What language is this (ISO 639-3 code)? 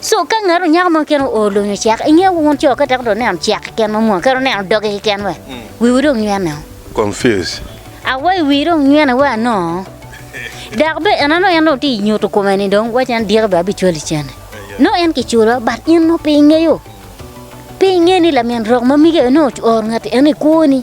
ach